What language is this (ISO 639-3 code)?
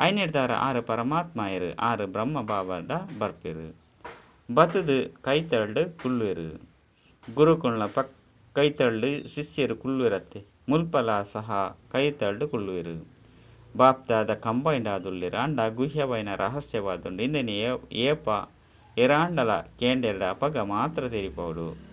tcy